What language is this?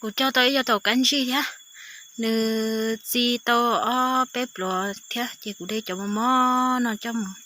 Hmong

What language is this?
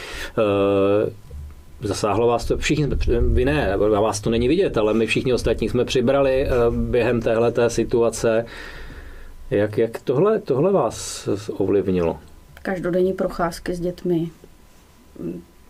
Czech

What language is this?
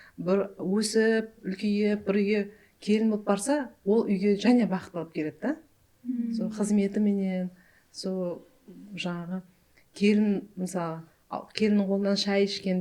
Kara-Kalpak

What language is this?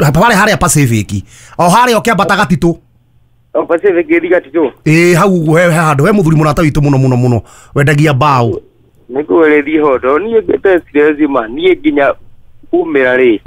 Kikuyu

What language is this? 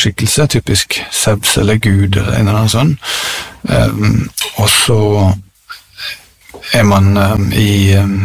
Norwegian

